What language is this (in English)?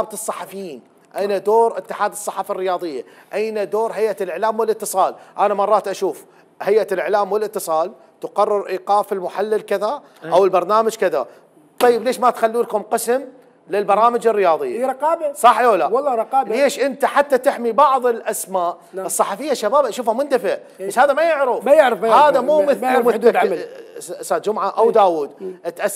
Mesopotamian Arabic